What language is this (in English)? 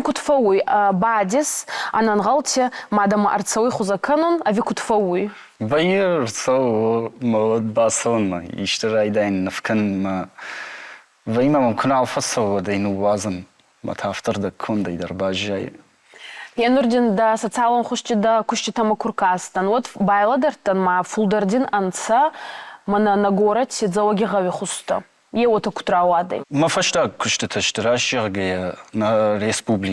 Ossetic